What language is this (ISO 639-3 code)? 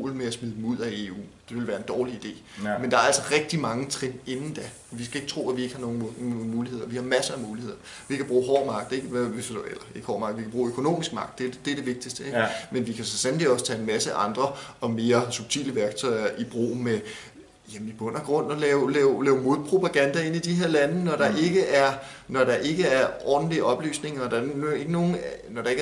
dan